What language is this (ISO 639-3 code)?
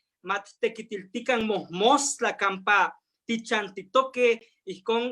nhe